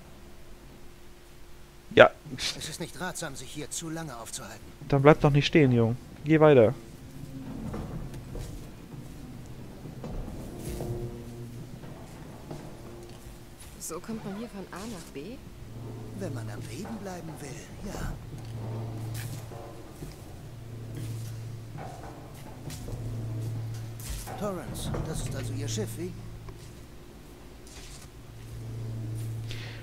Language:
German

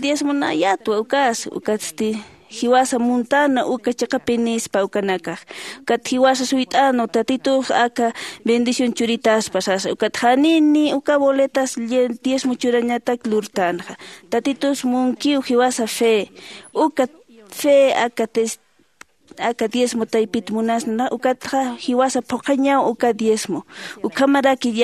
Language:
Aymara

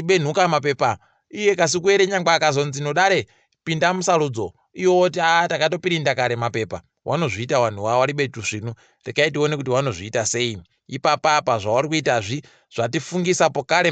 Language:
Ndau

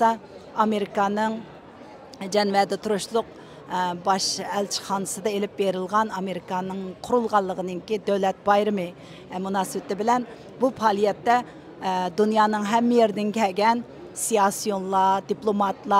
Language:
Uyghur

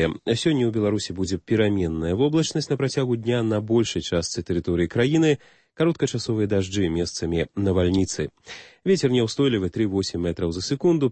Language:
Belarusian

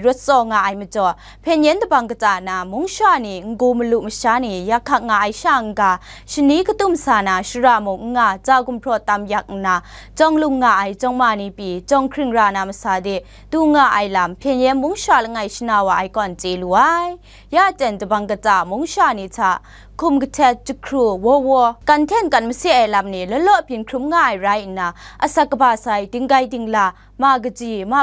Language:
Kachin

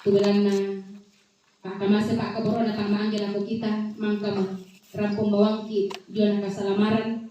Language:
Toraja-Sa'dan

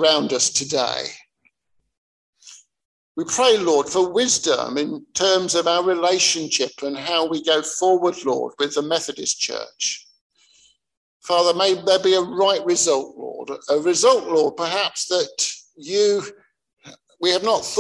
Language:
English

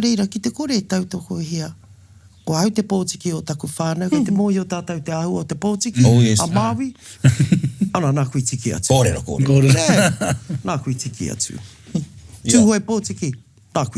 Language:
Māori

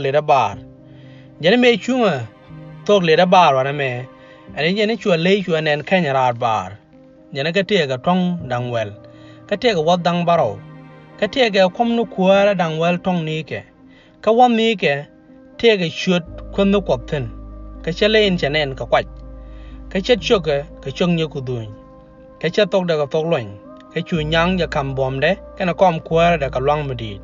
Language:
Nuer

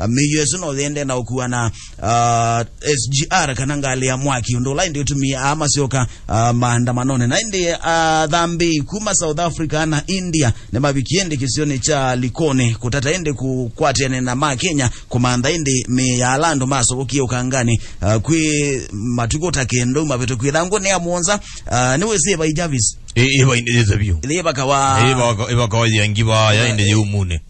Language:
Kamba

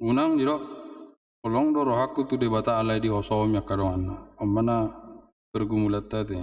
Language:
Batak Toba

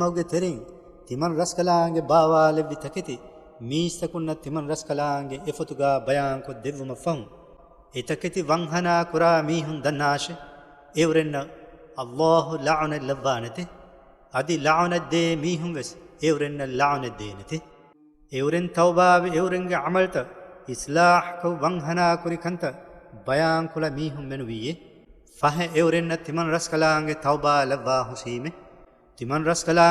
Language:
Divehi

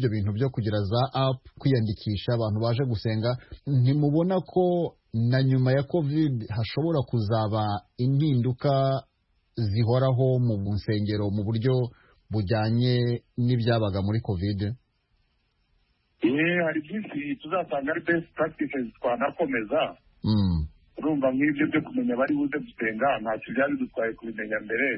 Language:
Kinyarwanda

